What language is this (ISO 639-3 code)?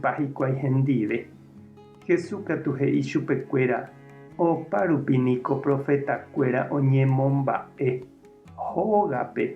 grn